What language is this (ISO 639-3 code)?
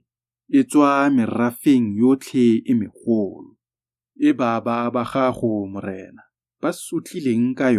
tsn